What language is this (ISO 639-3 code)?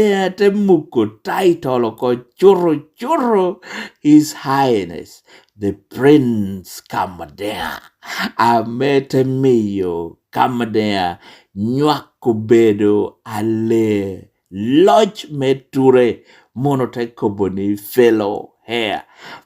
laj